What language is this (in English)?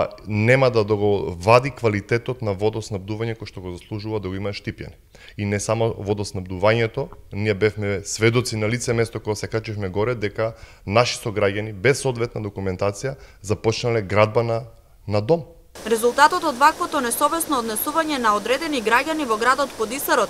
Macedonian